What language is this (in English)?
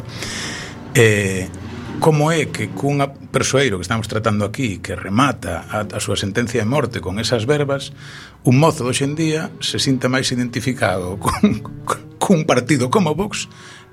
Galician